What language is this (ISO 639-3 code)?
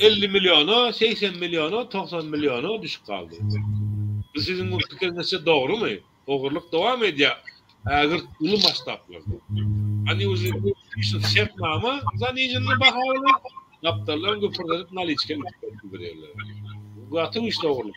tuk